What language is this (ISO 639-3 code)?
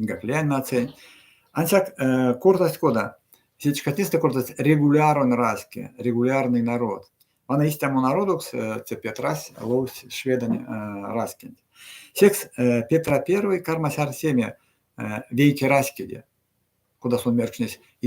myv